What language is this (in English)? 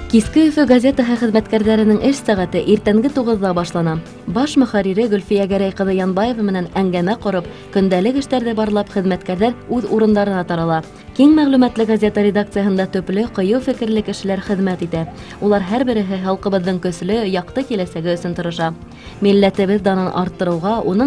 Bashkir